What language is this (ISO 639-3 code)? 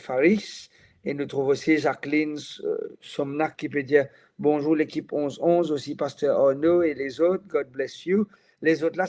mfe